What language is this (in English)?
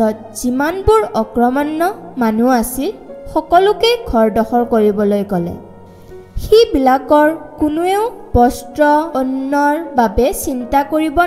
Assamese